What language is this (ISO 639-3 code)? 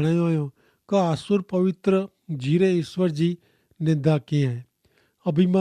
kfr